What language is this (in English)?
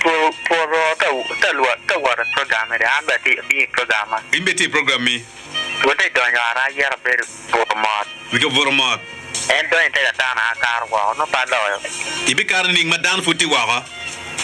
Acoli